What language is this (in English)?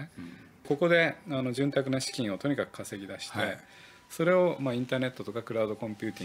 Japanese